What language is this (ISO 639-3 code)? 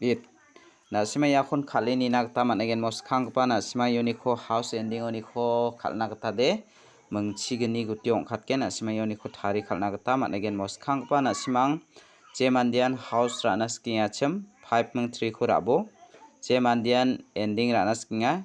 grt